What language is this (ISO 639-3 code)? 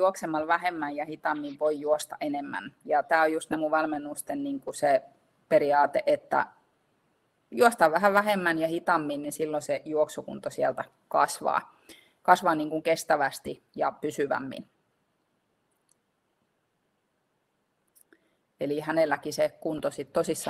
fin